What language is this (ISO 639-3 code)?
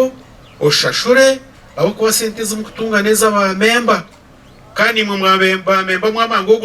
nyn